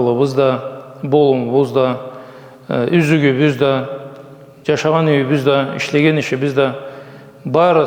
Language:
Karachay-Balkar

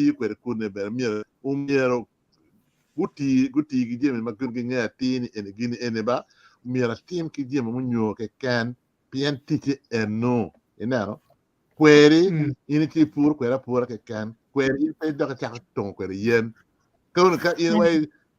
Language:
Acoli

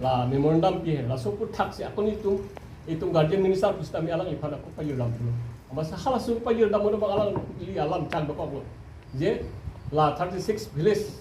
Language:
Karbi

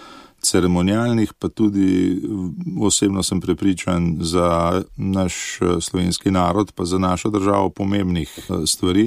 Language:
Slovenian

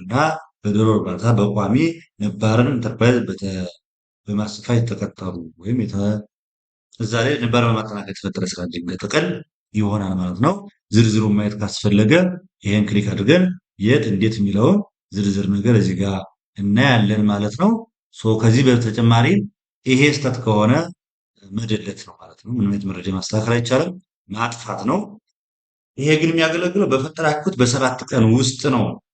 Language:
Amharic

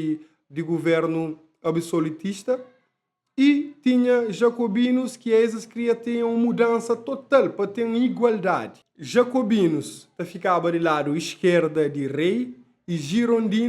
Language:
Kabuverdianu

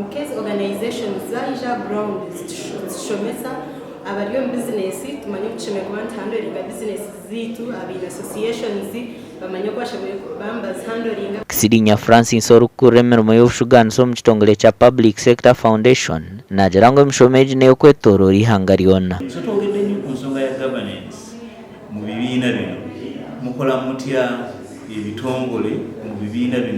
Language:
Nyankole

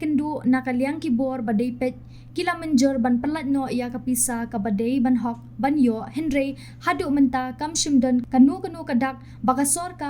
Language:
Khasi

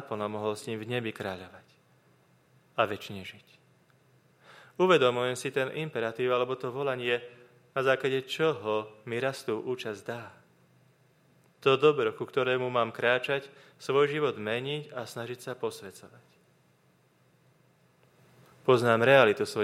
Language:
Slovak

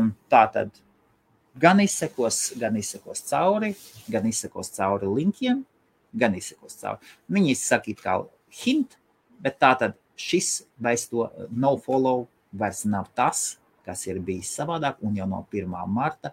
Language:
Latvian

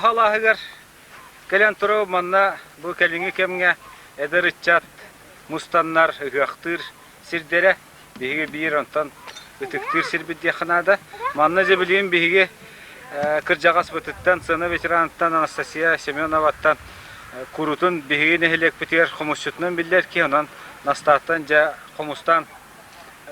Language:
Yakut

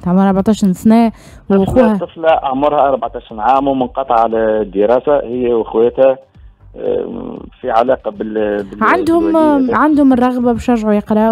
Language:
Tunisian Arabic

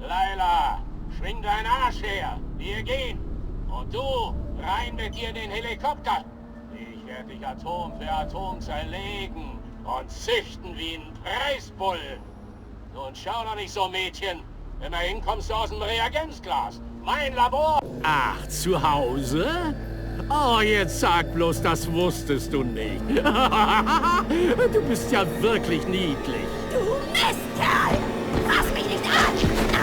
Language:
Bavarian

